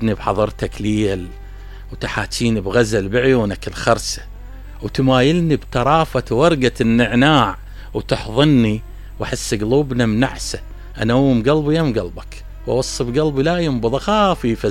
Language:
Mesopotamian Arabic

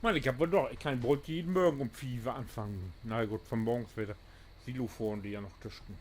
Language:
Low German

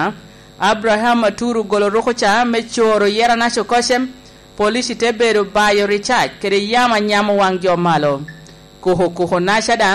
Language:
Lango (Uganda)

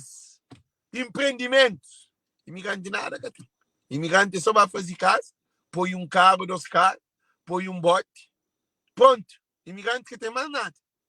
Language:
Kabuverdianu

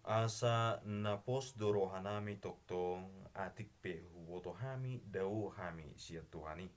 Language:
Batak Toba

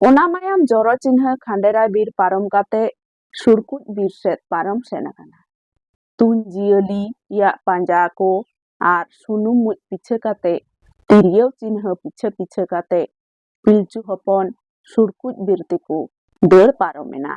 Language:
Santali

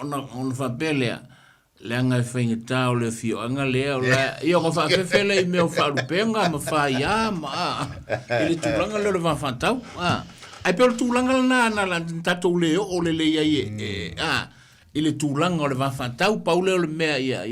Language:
Samoan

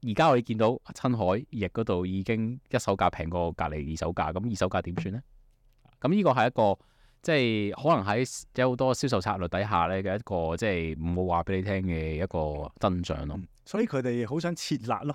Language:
Cantonese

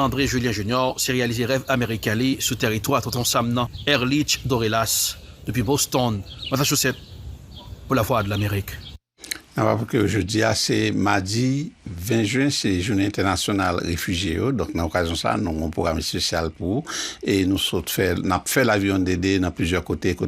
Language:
Haitian Creole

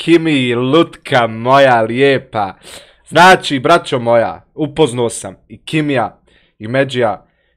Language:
Bosnian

